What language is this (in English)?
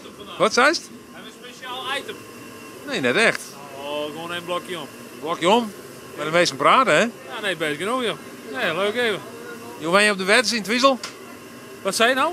Western Frisian